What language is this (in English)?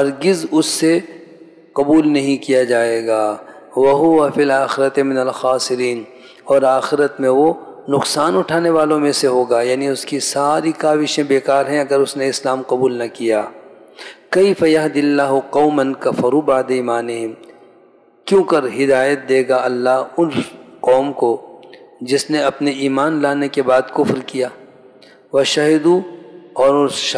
Urdu